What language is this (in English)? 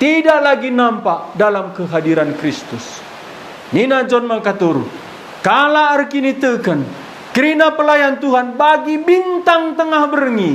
Batak Karo